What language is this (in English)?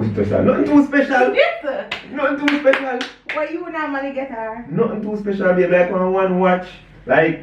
Jamaican Creole English